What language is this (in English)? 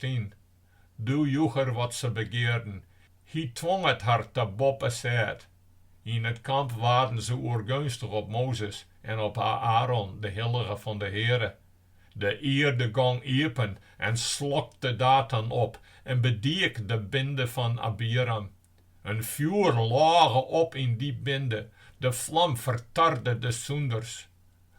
Western Frisian